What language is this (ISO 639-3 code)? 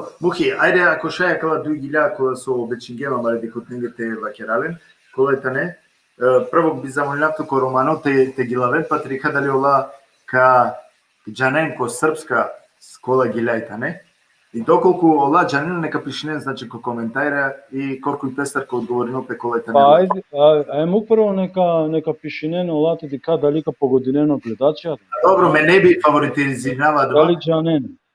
rmn